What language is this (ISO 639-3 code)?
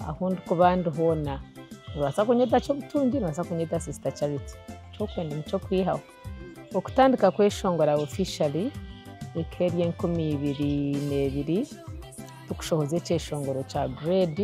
nyn